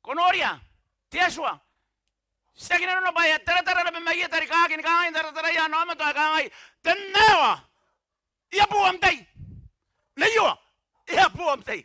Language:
Gilbertese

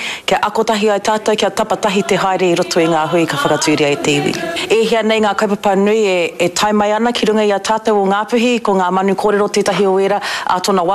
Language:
Māori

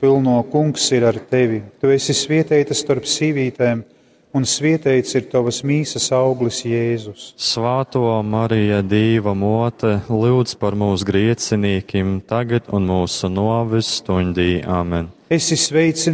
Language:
Latgalian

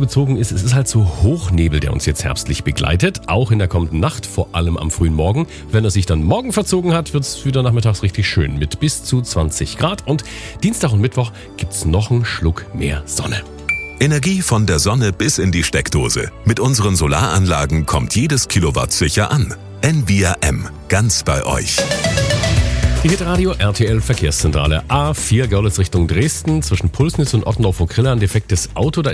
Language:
German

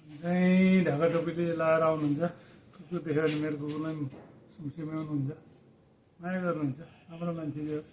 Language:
Nepali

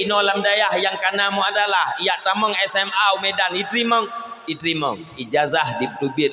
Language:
Achinese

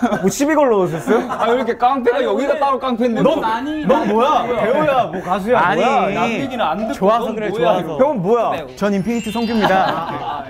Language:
Korean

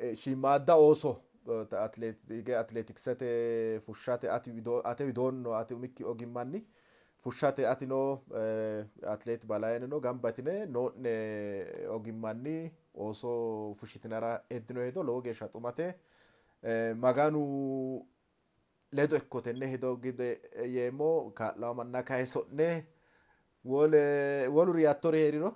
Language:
Sidamo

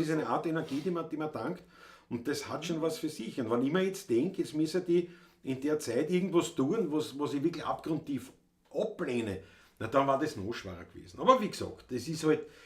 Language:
Bavarian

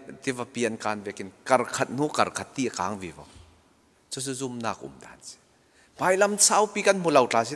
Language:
Falam Chin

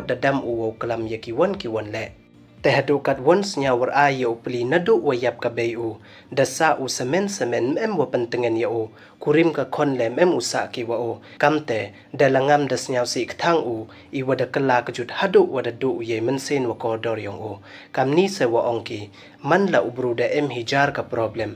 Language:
Pnar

